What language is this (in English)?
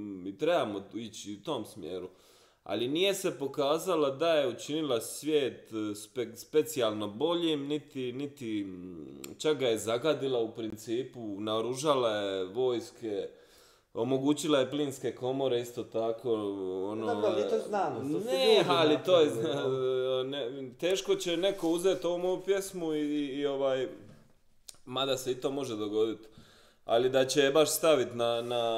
Croatian